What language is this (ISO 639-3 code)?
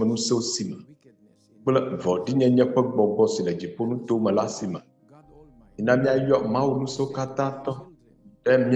ewe